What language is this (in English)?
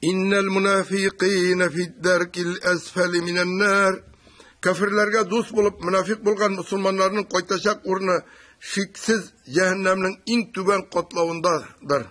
Tatar